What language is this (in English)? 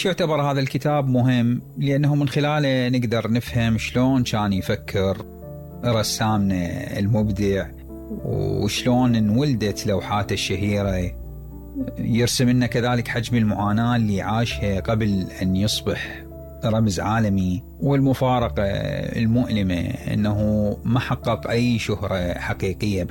Mesopotamian Arabic